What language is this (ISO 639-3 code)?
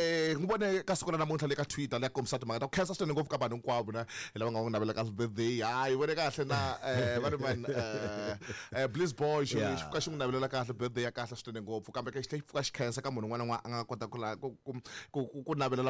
tso